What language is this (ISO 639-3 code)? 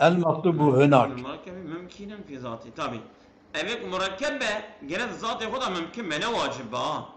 kur